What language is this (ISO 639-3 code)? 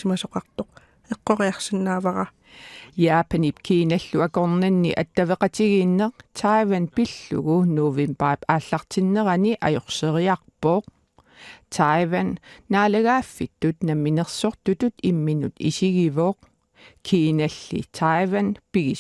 kal